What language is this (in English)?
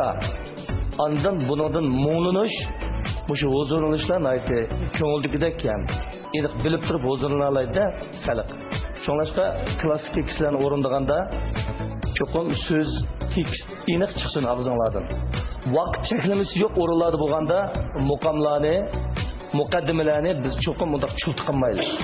Uyghur